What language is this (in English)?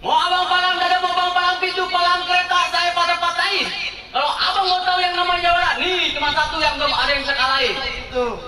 Betawi